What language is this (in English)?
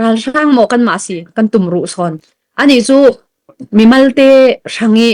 Falam Chin